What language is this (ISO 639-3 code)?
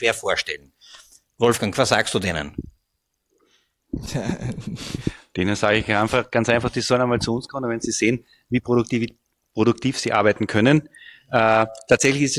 deu